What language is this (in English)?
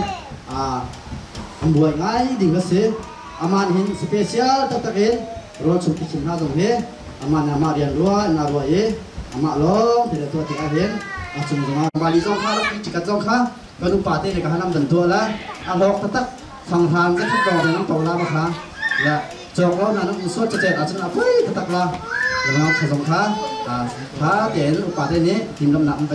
Hakha Chin